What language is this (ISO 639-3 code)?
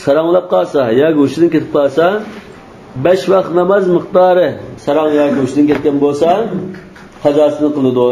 uig